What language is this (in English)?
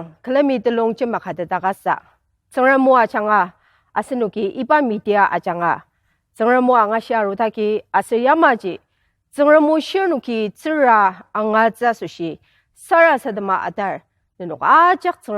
Ao Naga